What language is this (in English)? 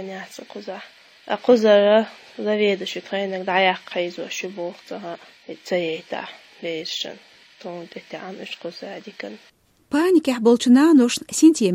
Chechen